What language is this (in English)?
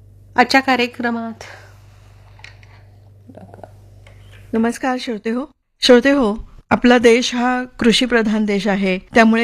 Marathi